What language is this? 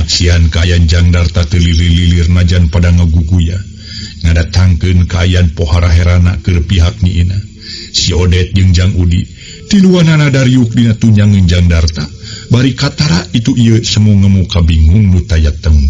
Sundanese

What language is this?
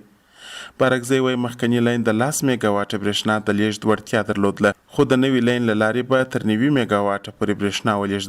Pashto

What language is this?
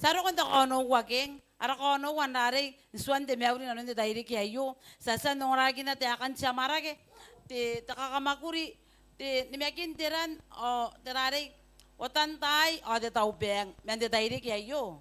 Gilbertese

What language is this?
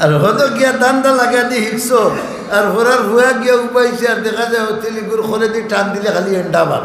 Sylheti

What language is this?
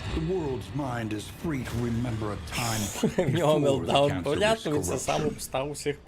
Rusyn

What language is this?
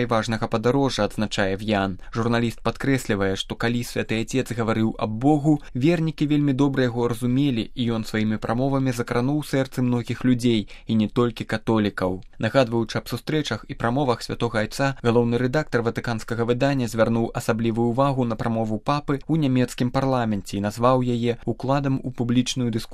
Belarusian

